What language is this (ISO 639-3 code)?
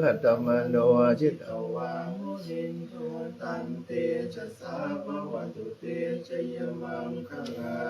pli